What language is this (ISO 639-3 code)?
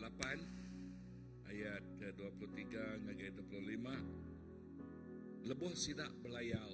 iba